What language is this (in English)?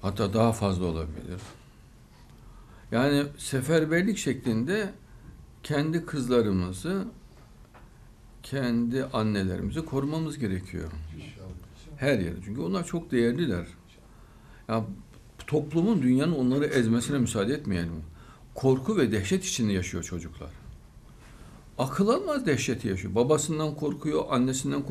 Turkish